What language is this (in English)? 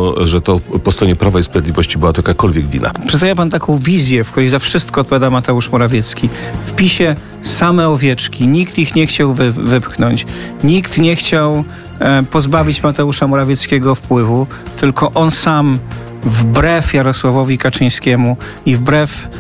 Polish